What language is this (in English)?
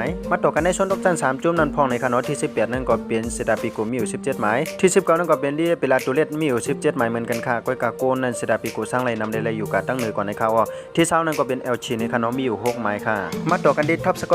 Shan